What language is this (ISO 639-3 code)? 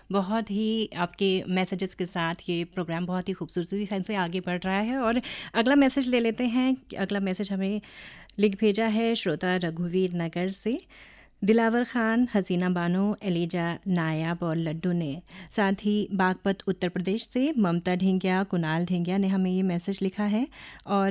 hin